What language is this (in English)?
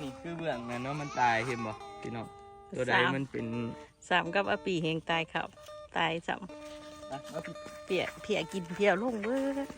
Northeastern Thai